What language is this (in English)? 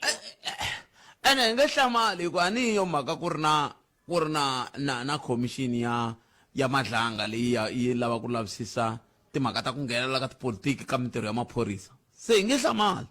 Tsonga